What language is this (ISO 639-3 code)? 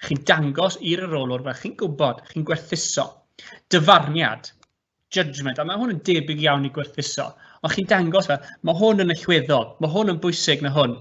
cym